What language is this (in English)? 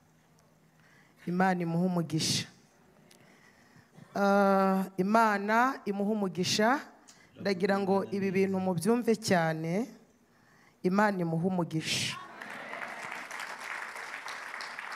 Kinyarwanda